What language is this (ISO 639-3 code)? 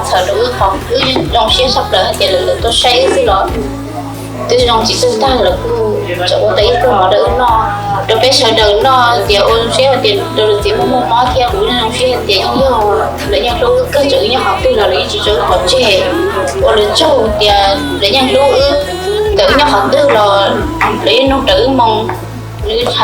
hmn